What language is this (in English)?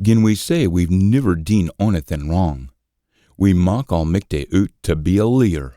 Scots